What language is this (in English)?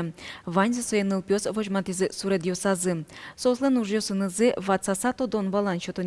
Udmurt